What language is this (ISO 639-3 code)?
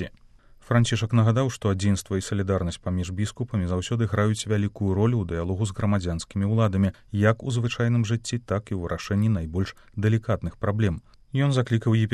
bel